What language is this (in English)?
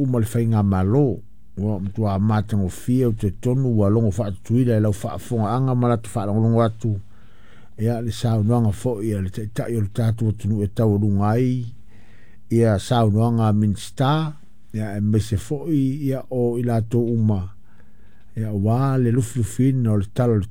Samoan